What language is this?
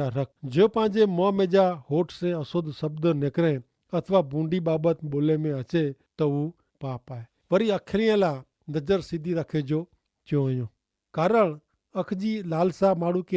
Kachhi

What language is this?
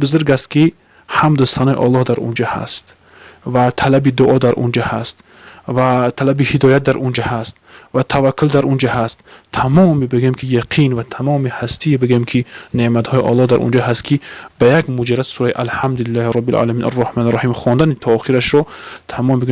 Tajik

